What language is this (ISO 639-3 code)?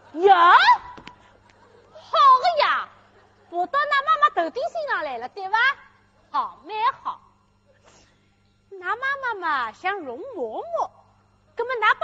wuu